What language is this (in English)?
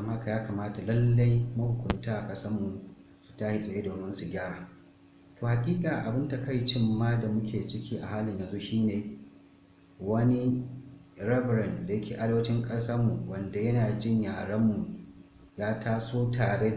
Hausa